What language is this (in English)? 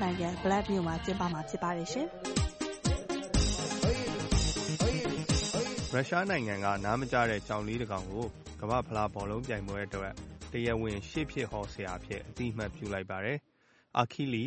Burmese